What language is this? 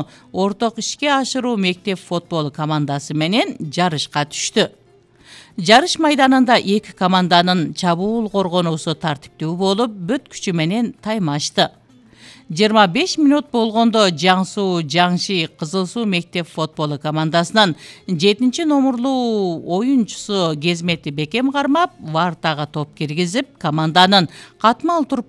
Kyrgyz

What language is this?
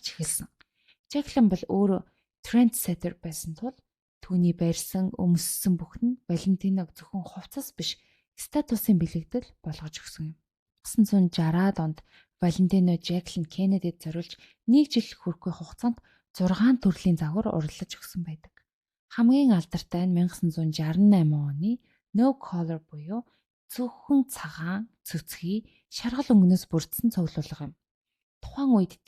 Mongolian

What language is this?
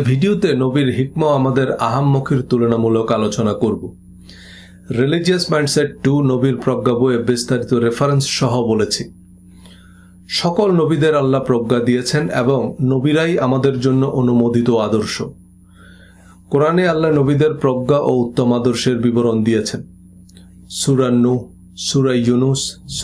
Bangla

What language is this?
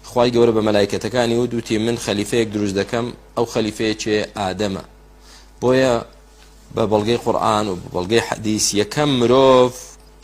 Central Kurdish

